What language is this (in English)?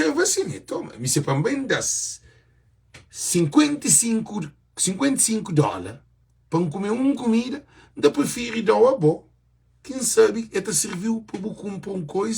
Kabuverdianu